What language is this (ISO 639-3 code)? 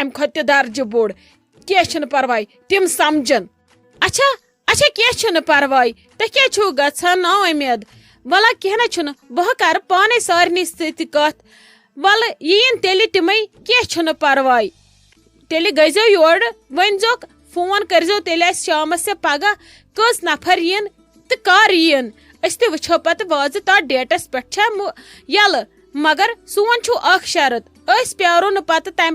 kas